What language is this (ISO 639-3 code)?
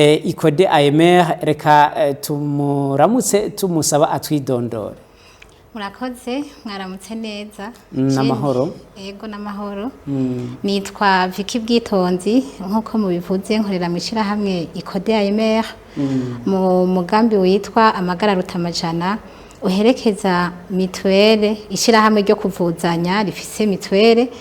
run